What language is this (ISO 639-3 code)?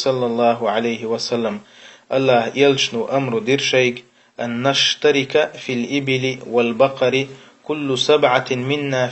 che